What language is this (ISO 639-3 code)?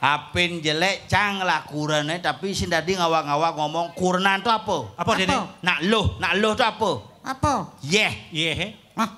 ban